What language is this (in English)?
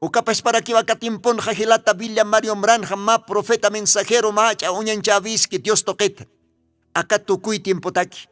Aymara